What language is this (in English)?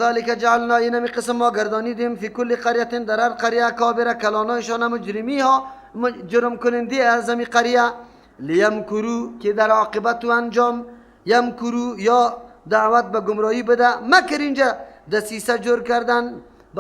Persian